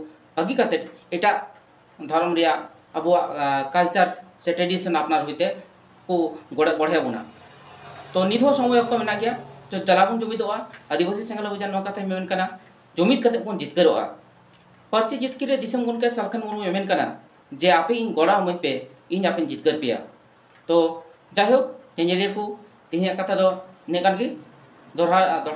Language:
Santali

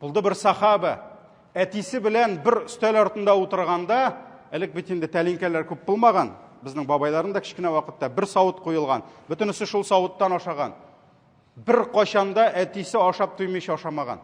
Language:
Tatar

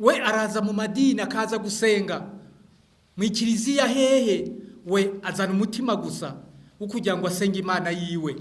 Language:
Rundi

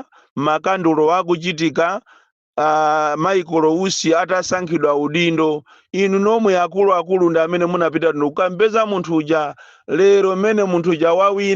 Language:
Nyanja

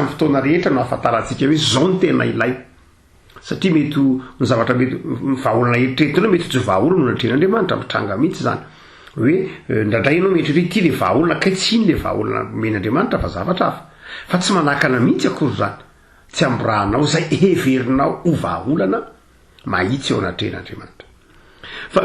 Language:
Malagasy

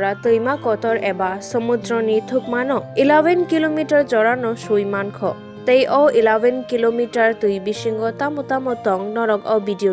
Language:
Kok Borok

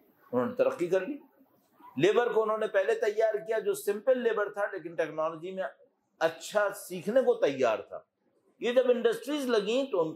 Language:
Urdu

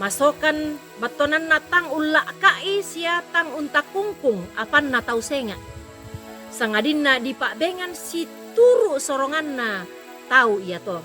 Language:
Toraja-Sa'dan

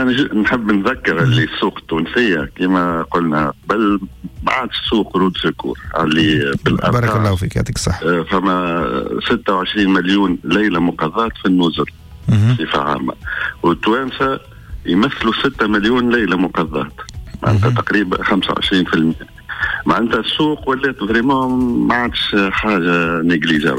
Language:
Tunisian Arabic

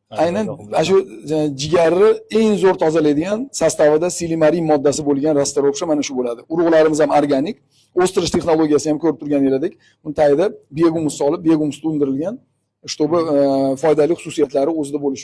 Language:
Uzbek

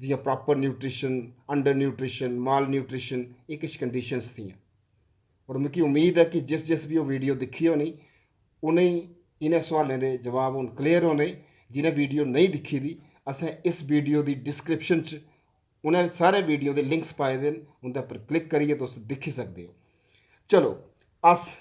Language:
Dogri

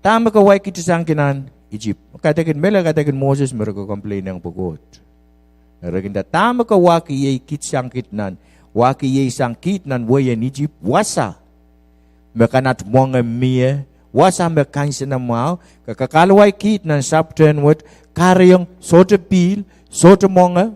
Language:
Pohnpeian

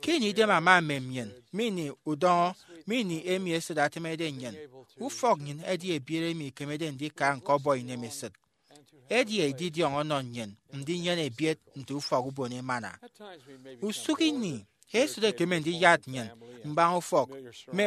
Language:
Efik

